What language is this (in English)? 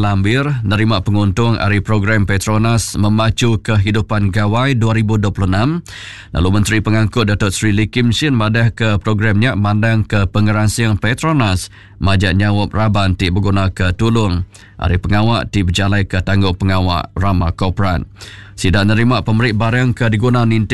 Iban